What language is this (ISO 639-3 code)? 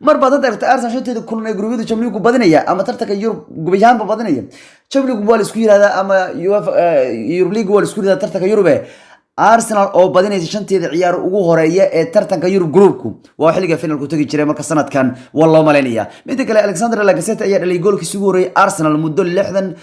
som